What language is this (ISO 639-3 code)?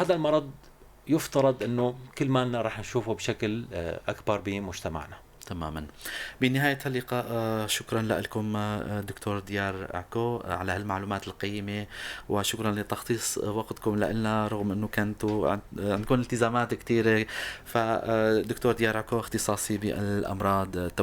apc